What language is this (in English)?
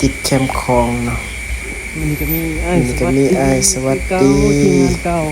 Lao